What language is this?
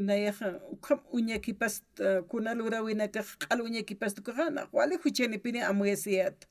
Aymara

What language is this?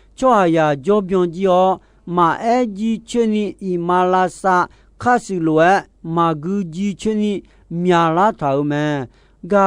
Akha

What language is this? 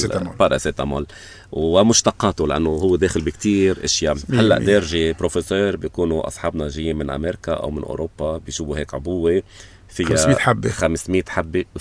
North Levantine Arabic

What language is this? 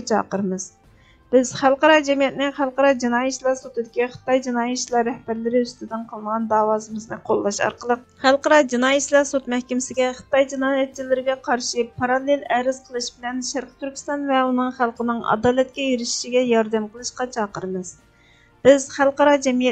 Uyghur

